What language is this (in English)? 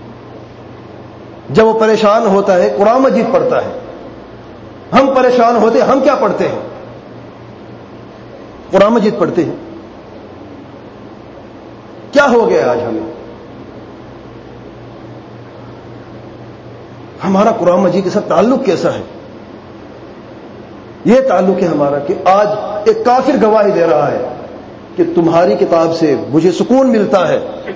Urdu